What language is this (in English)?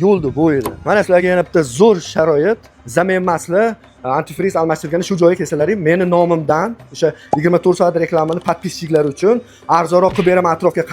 Uzbek